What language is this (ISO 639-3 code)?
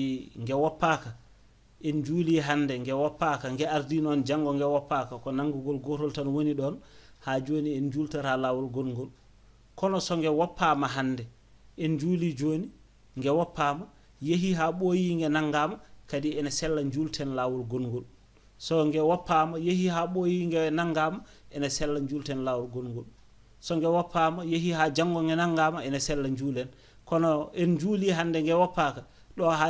ful